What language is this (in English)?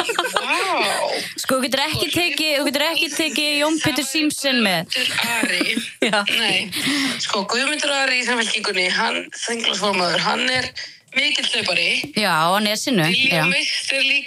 Icelandic